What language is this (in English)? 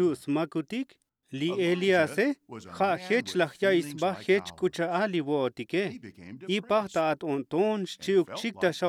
Tzotzil